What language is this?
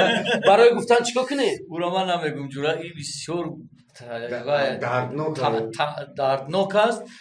Tajik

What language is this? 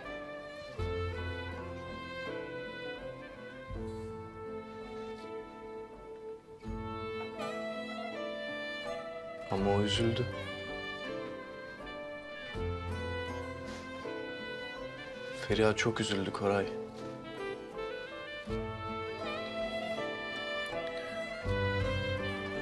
Turkish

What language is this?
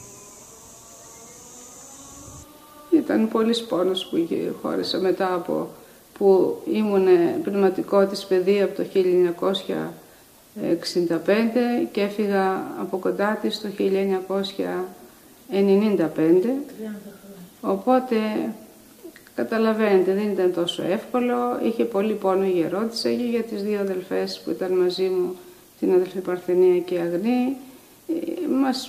Greek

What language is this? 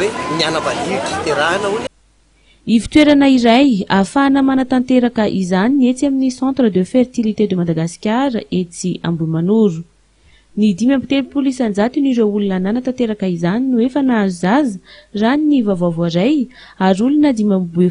Malagasy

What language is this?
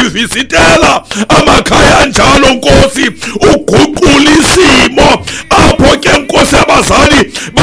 Xhosa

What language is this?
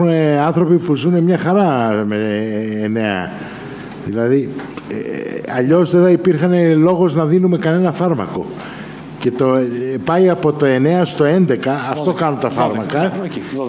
Greek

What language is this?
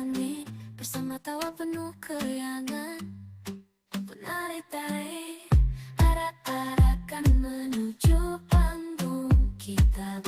Banjar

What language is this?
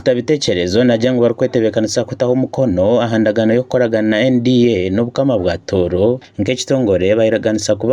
Nyankole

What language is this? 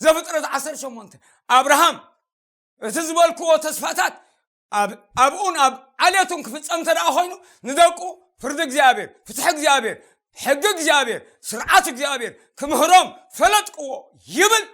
Tigrinya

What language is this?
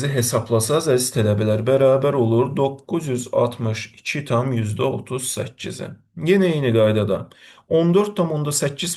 Azerbaijani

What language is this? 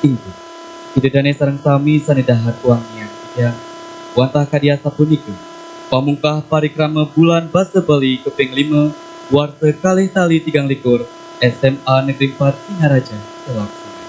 Balinese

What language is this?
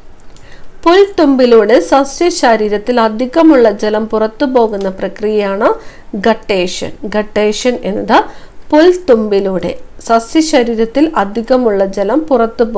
Malayalam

